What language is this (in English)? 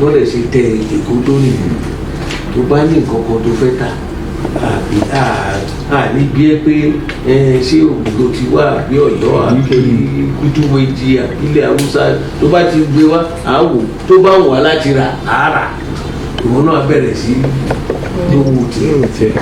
Yoruba